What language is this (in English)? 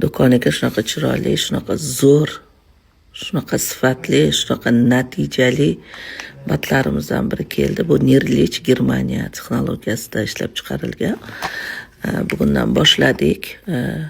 Uzbek